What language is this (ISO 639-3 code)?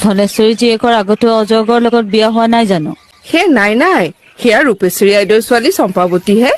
asm